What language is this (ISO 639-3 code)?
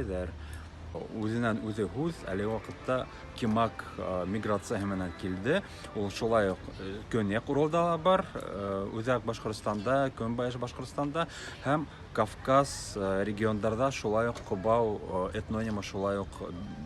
bak